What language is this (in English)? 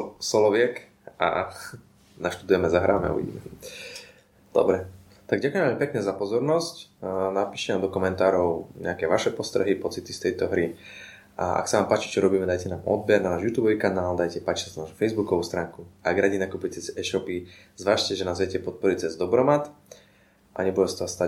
Slovak